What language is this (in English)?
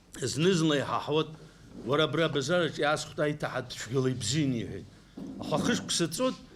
Abkhazian